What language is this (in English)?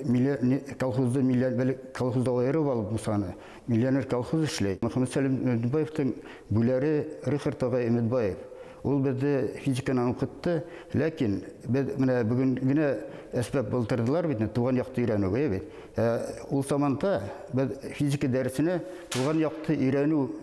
Bashkir